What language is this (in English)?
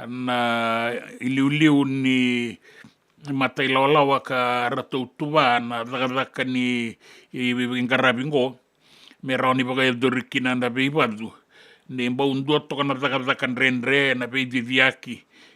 Fijian